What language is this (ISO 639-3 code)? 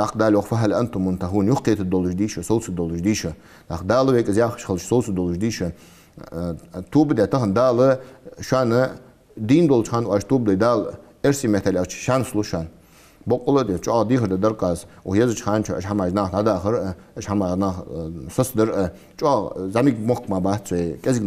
inh